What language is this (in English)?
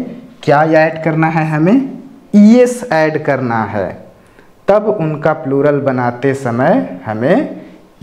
Hindi